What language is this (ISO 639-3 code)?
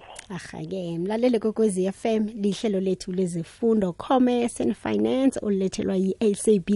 nbl